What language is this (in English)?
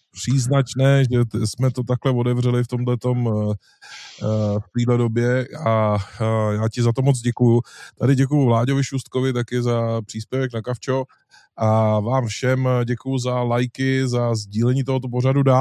Czech